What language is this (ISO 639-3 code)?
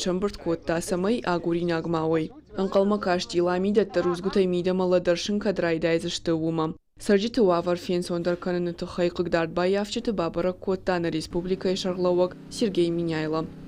oss